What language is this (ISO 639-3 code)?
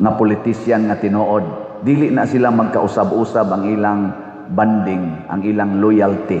ceb